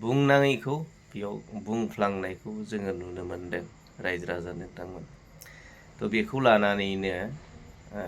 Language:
Bodo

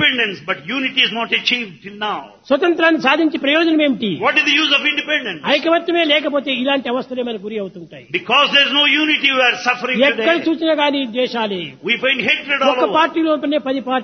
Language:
Telugu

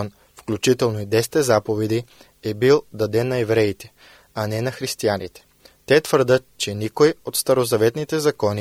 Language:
Bulgarian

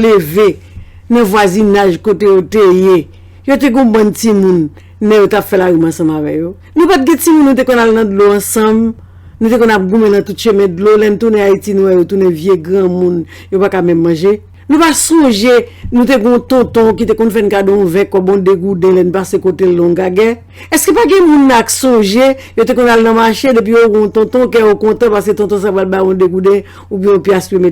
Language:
Haitian Creole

